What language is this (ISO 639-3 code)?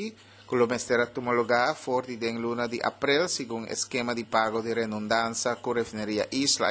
pap